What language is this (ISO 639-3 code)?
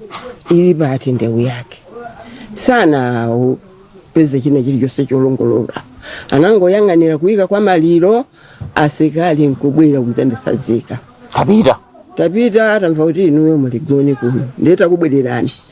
nya